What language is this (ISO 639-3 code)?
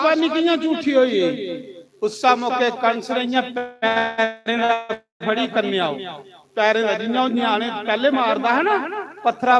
doi